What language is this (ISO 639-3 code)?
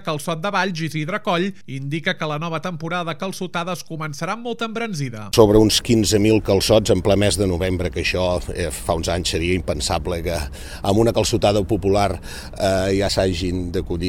cat